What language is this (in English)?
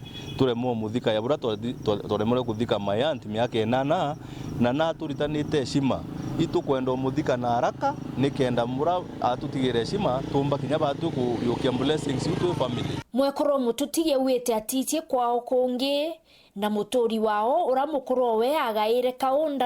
Meru